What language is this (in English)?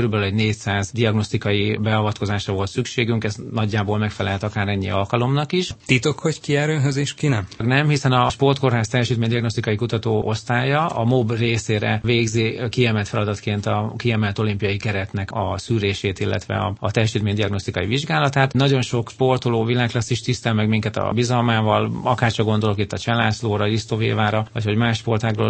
Hungarian